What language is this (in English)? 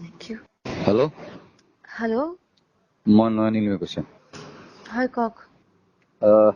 Assamese